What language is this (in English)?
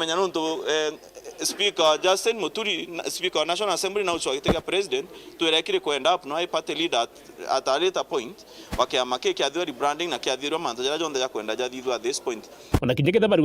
Meru